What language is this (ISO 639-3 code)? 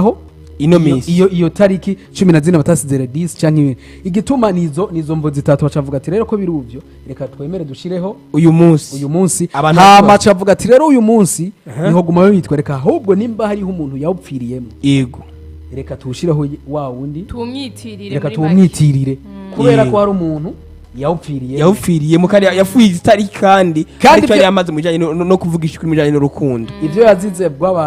run